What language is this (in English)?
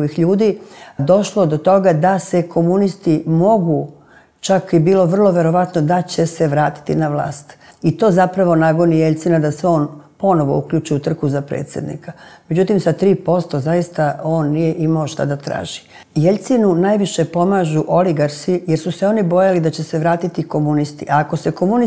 Serbian